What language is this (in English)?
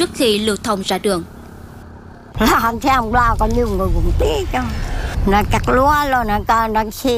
Vietnamese